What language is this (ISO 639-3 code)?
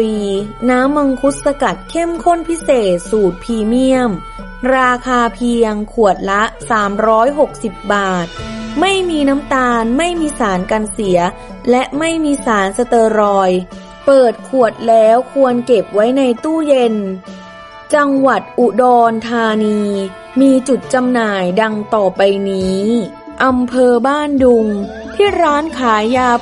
tha